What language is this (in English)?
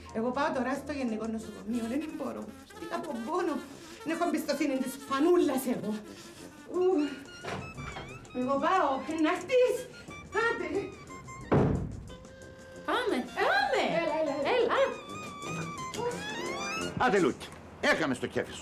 Greek